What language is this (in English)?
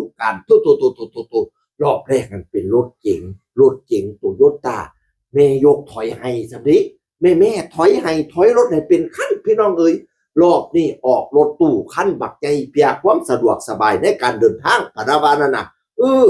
Northeastern Thai